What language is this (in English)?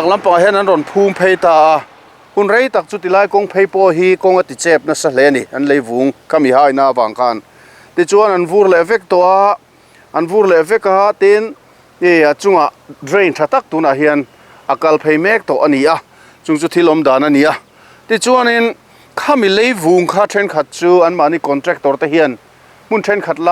Mizo